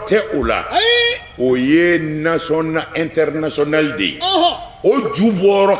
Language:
Bambara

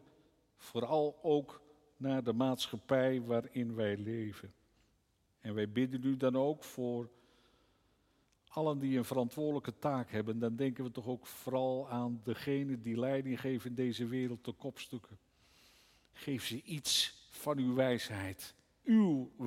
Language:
Dutch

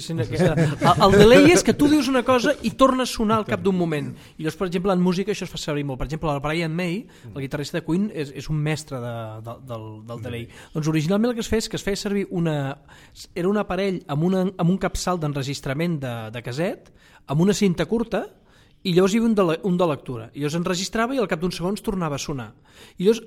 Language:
Catalan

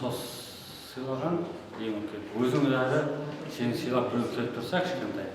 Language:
Kara-Kalpak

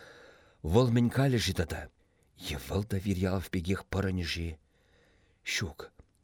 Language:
Chuvash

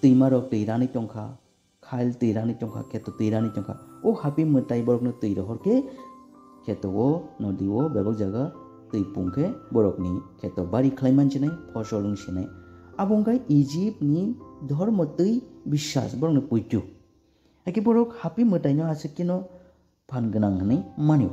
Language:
Kok Borok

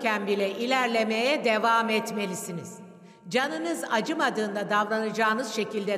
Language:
Turkish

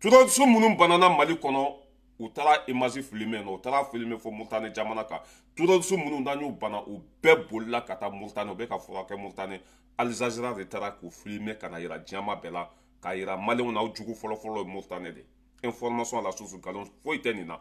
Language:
Bambara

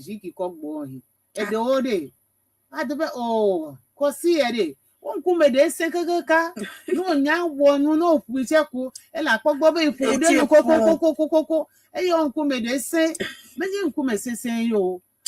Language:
Ewe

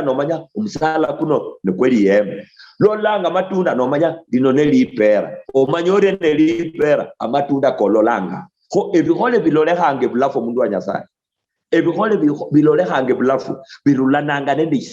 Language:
Luyia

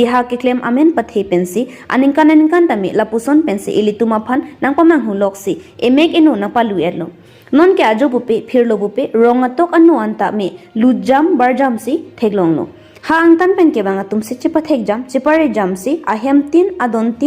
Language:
Karbi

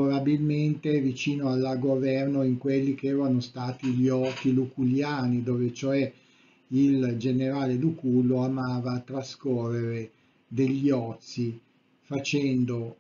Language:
Italian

